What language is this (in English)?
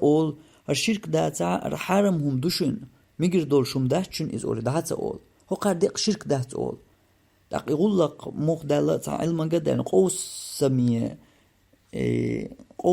Chechen